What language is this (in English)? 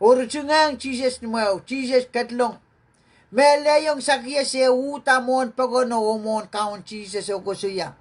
Pohnpeian